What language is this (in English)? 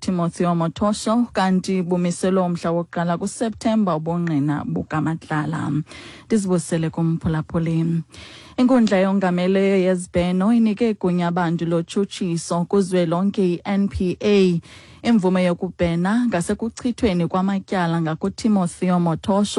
Xhosa